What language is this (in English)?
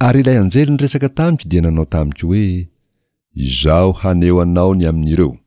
Malagasy